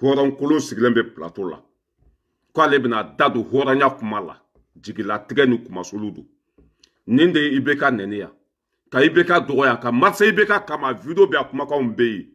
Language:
Bambara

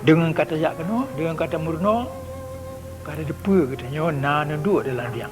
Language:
Achinese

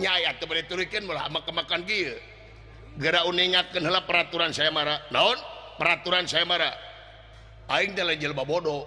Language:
Sundanese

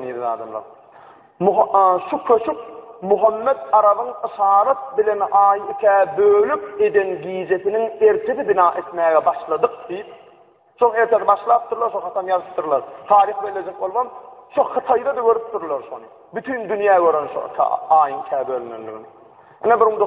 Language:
Turkmen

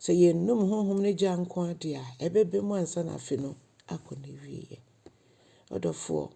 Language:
Akan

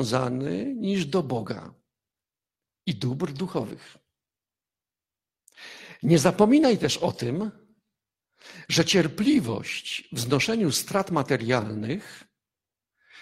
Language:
Polish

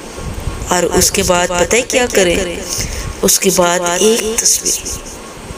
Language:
Urdu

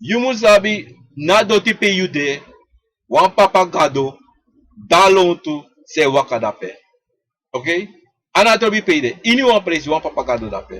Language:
Sranan Tongo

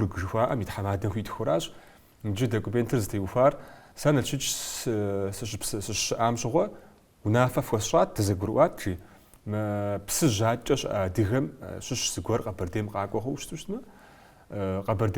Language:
Kabardian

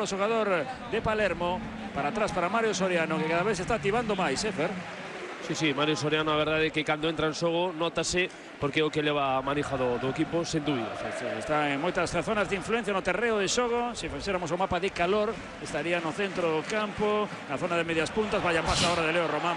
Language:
Galician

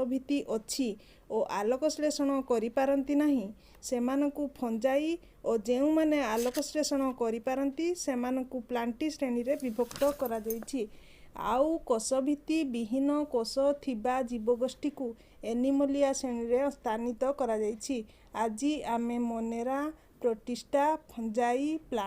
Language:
Odia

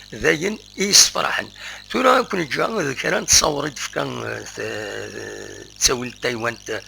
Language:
Kabyle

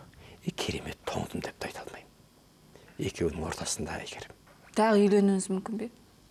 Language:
Kazakh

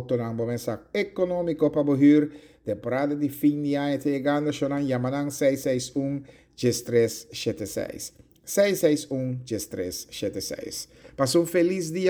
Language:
Papiamento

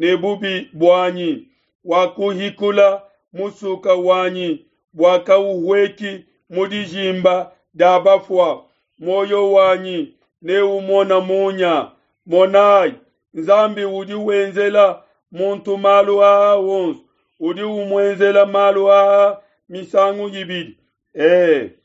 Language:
Luba-Lulua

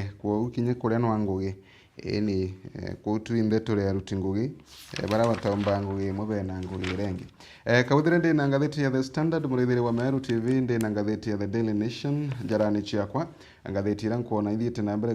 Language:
Meru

